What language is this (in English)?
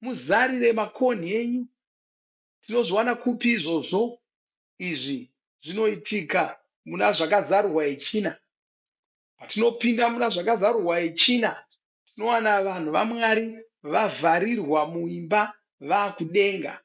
Shona